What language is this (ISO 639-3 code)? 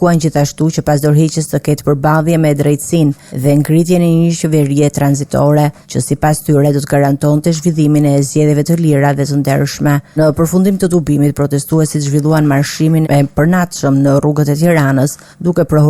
sqi